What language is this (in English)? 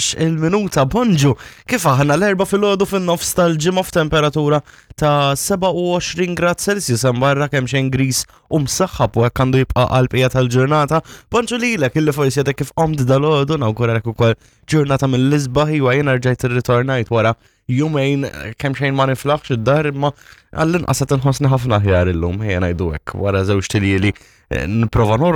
Maltese